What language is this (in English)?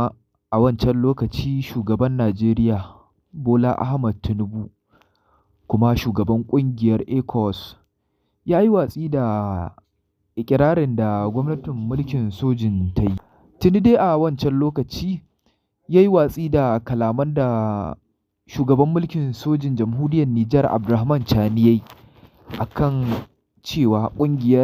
Hausa